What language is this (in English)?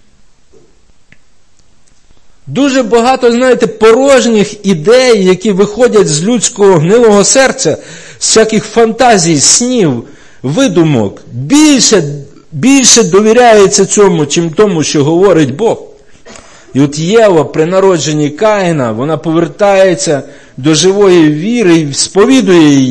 Ukrainian